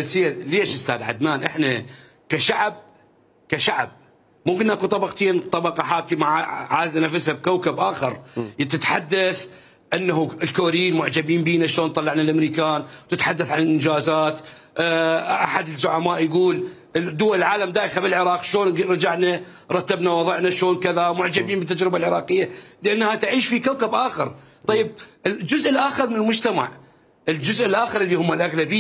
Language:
Mesopotamian Arabic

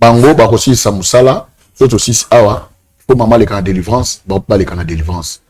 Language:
Lingala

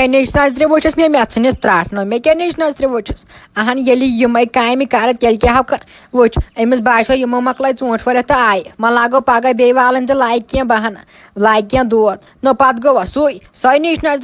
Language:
Kashmiri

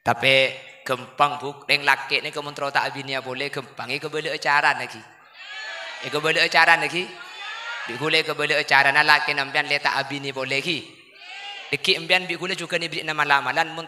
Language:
Madurese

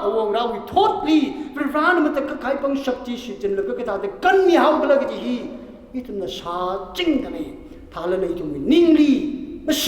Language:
Tangkhul Naga (India)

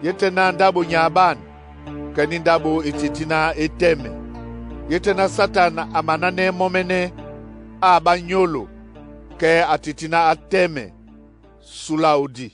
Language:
Duala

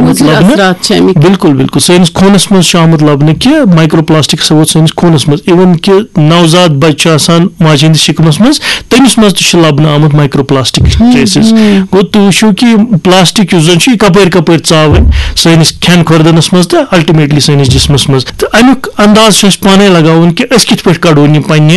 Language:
Kashmiri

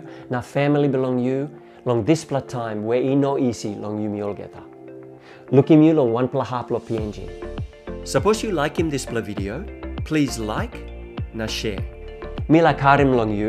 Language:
Tok Pisin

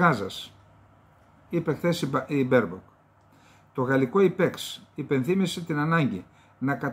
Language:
Greek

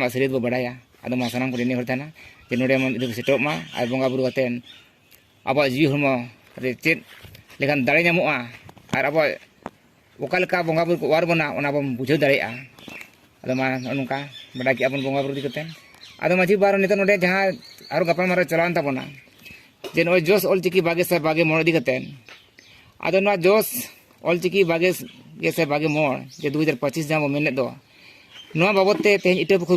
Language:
Santali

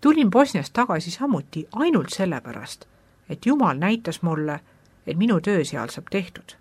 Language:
Estonian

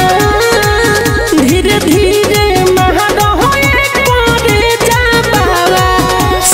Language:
Bhojpuri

